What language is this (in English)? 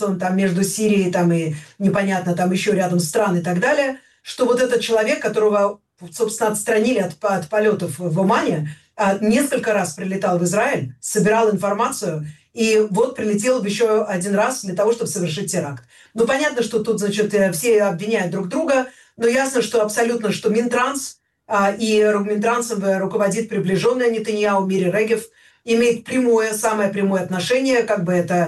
Russian